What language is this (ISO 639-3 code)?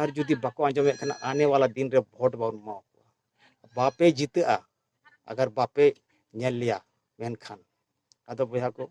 sat